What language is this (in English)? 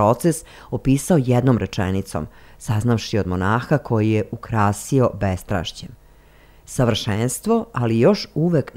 Serbian